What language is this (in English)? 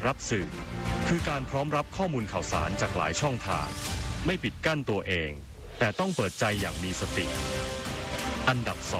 Thai